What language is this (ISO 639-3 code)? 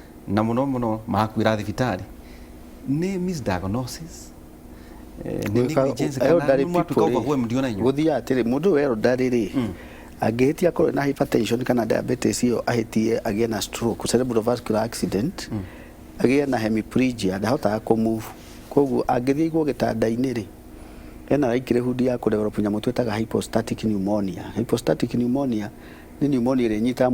kik